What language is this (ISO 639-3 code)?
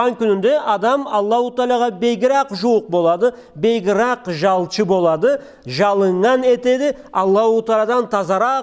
krc